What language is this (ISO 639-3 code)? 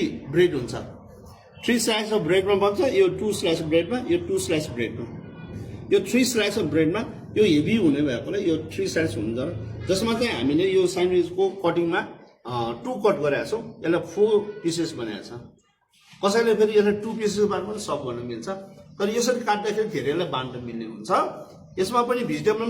nep